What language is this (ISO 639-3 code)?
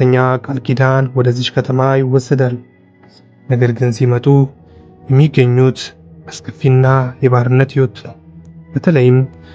amh